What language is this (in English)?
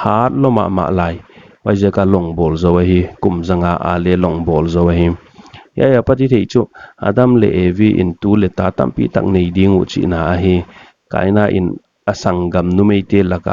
Paite Chin